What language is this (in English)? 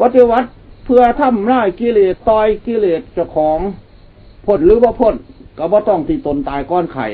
Lao